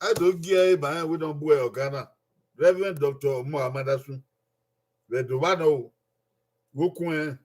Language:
Bini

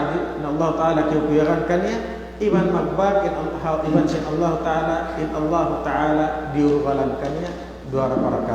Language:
Tausug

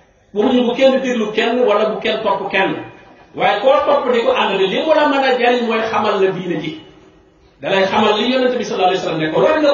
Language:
Wolof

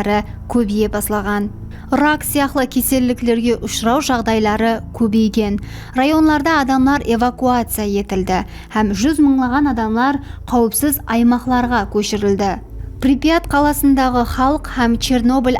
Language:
Kara-Kalpak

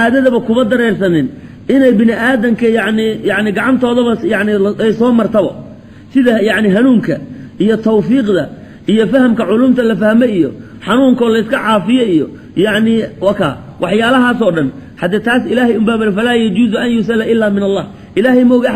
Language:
Somali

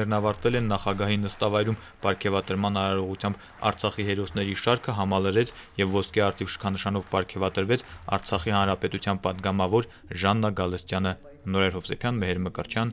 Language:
Armenian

